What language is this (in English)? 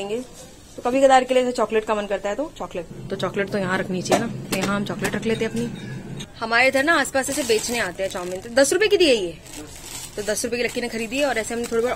Hindi